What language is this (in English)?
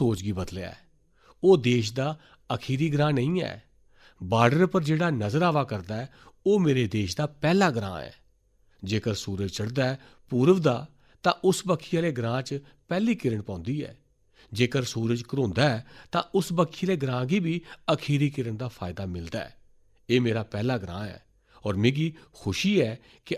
Dogri